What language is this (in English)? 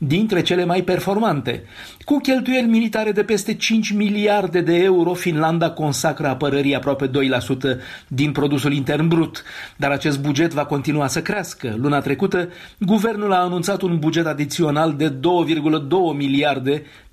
Romanian